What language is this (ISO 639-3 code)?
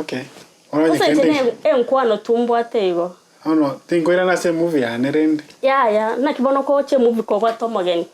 guz